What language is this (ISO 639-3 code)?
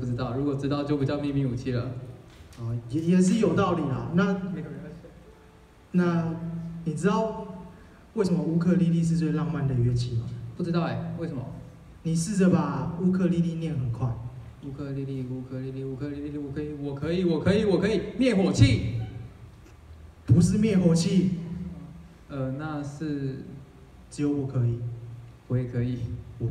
zho